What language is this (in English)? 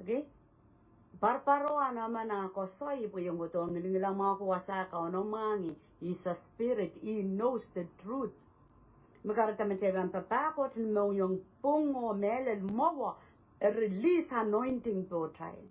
Pohnpeian